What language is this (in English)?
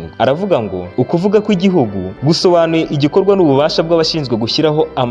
Kinyarwanda